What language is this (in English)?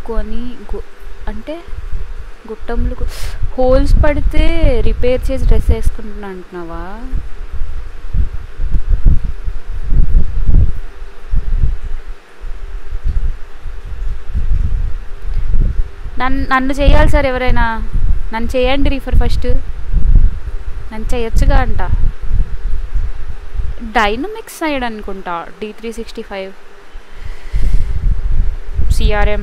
Telugu